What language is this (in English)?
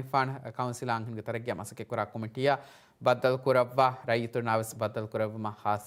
Divehi